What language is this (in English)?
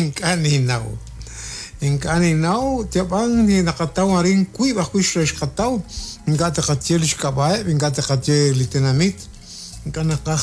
Kekchí